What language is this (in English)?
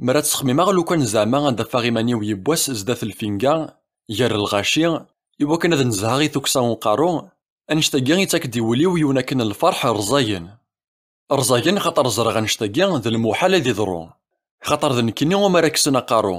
Kabyle